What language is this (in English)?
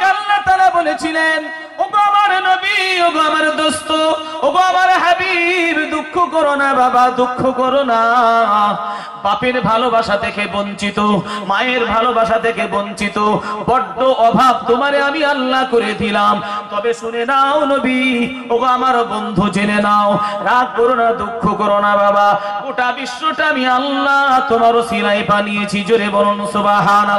Bangla